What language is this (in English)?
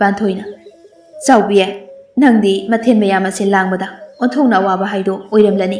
Manipuri